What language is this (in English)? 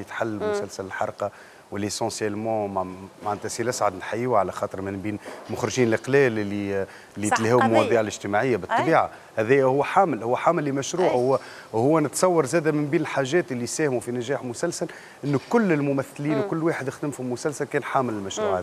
Tunisian Arabic